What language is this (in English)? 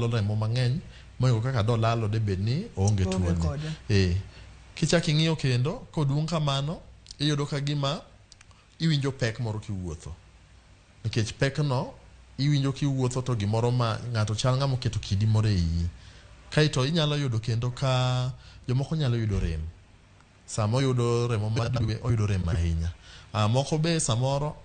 Luo (Kenya and Tanzania)